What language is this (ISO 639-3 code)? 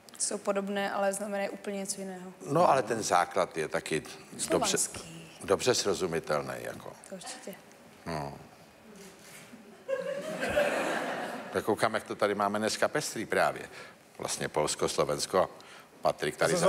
ces